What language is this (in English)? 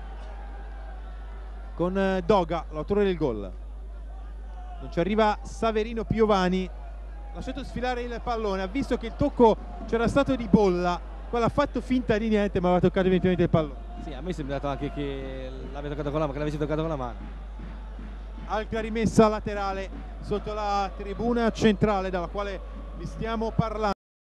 Italian